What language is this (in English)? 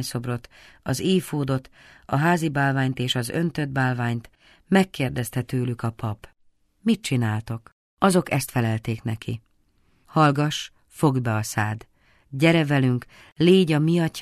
Hungarian